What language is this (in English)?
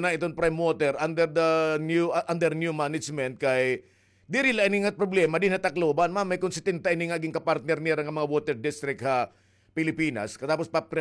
Waray